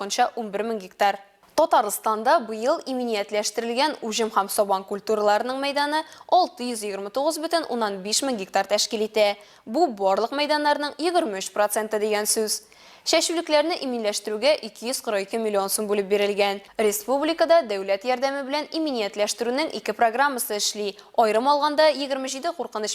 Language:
Tatar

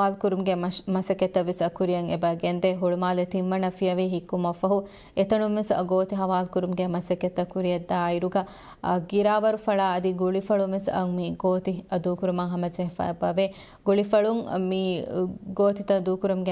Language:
Divehi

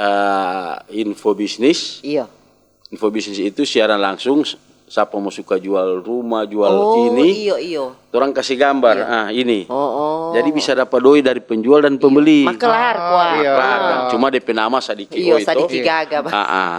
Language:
Manado Malay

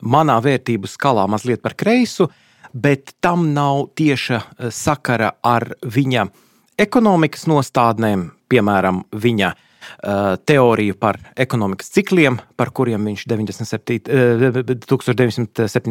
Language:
Latvian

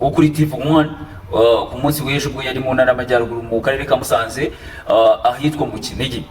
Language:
Kinyarwanda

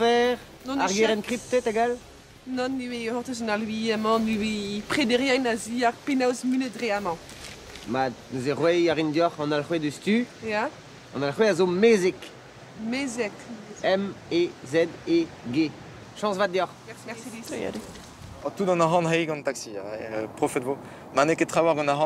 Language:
Breton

